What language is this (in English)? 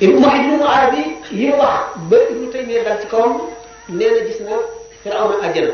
Wolof